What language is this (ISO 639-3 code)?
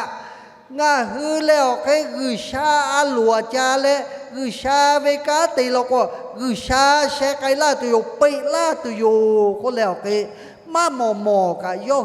lhu